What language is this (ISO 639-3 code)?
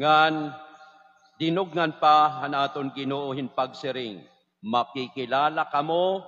war